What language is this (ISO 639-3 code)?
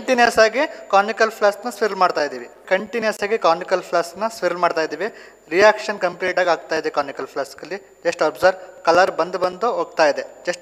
kan